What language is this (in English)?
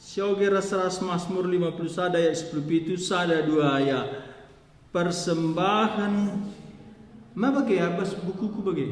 Batak Karo